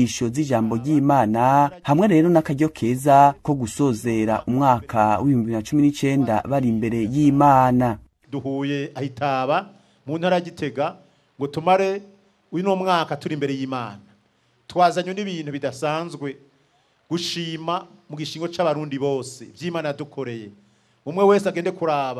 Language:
Rundi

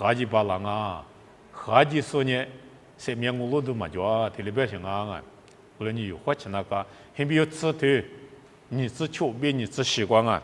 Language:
Lisu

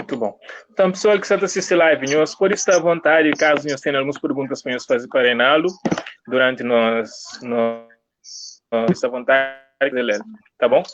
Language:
Kabuverdianu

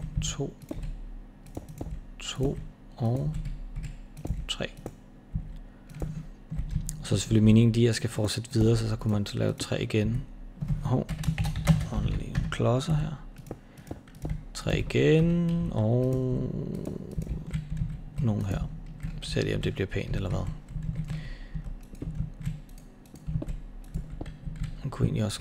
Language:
Danish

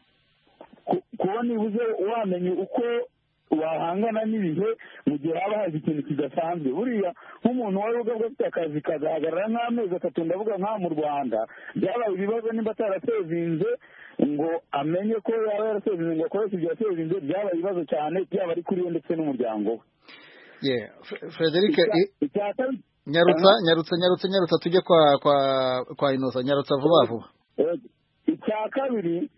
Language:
Kinyarwanda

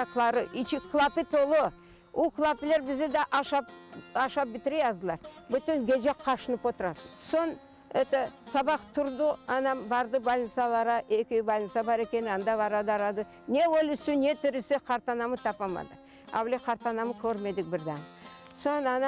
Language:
Crimean Tatar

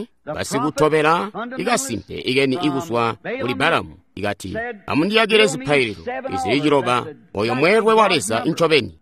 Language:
Tonga (Zambia)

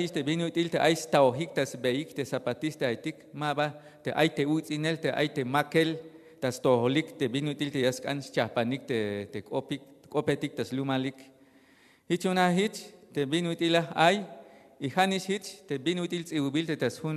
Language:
Tzeltal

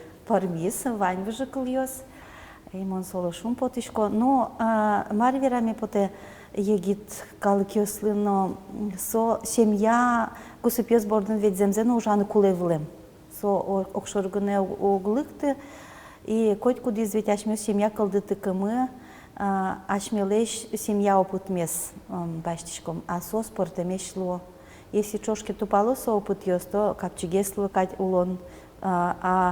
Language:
Udmurt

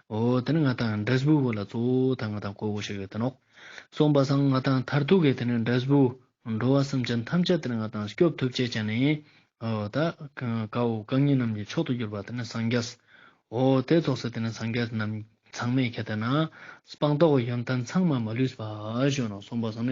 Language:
Ladakhi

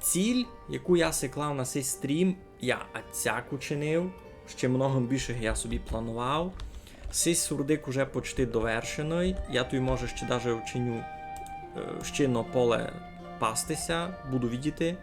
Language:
Rusyn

